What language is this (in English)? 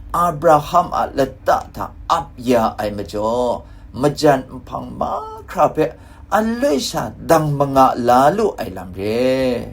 Kachin